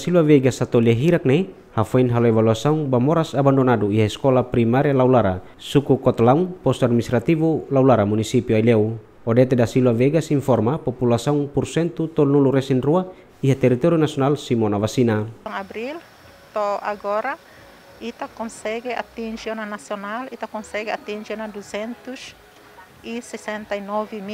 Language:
Tetum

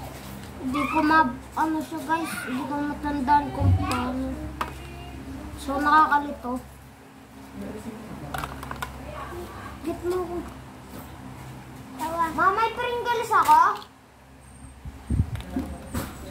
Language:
Filipino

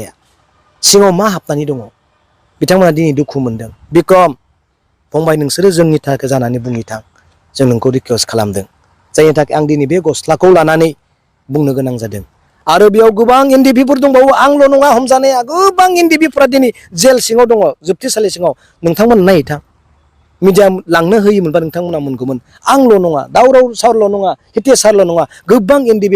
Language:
Bodo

